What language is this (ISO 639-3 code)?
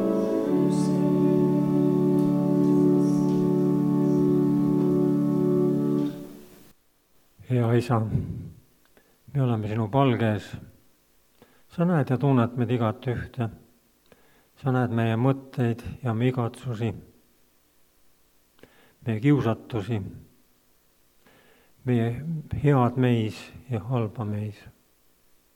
est